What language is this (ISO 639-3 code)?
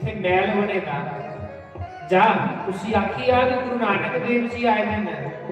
doi